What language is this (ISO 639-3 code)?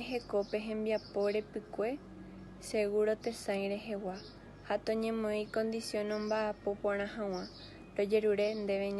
grn